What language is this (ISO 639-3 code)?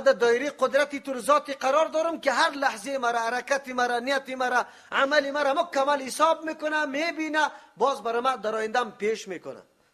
fas